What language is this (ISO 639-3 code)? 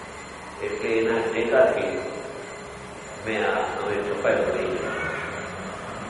guj